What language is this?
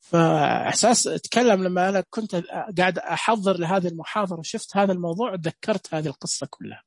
Najdi Arabic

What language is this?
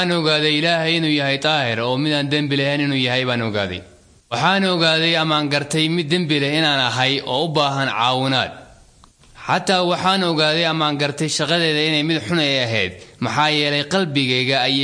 Somali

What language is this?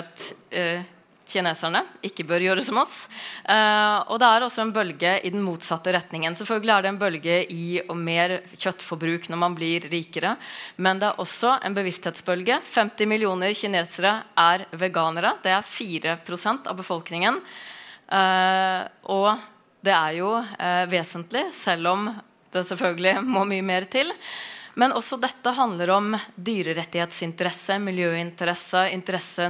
Norwegian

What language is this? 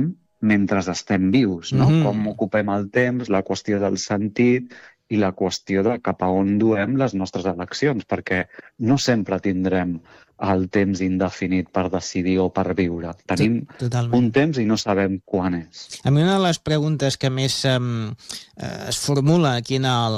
Catalan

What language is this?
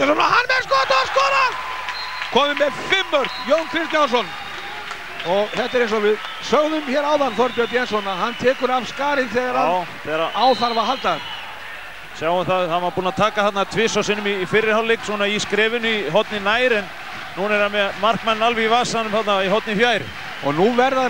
Icelandic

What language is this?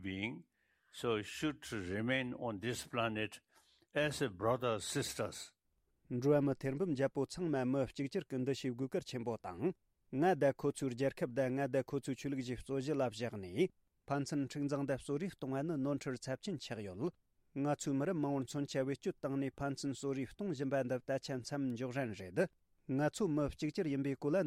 Tibetan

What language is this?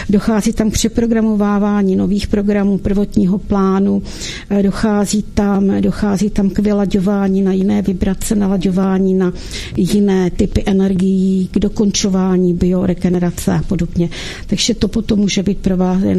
Czech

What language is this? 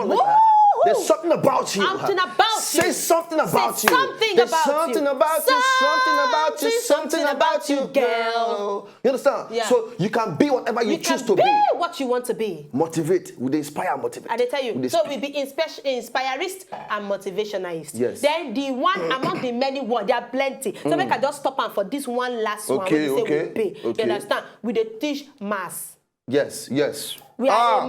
Nigerian Pidgin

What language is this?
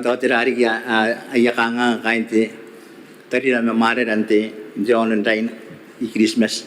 Gilbertese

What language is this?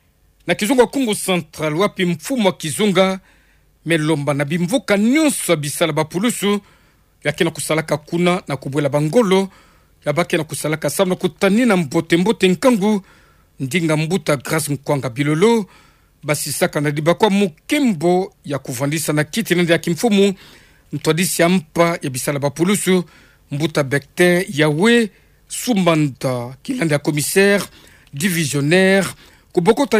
Kituba (Democratic Republic of Congo)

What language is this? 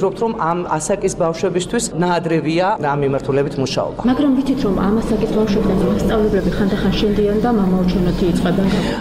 Georgian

